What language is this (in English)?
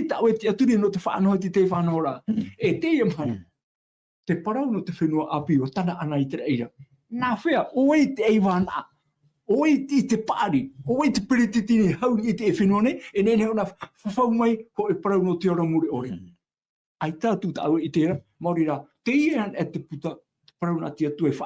Tahitian